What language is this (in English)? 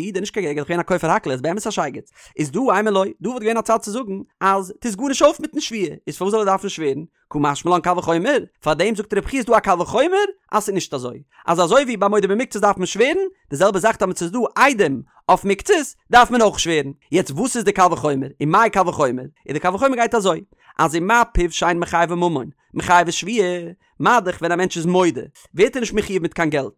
Yiddish